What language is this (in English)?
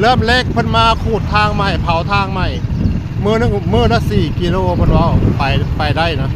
Northeastern Thai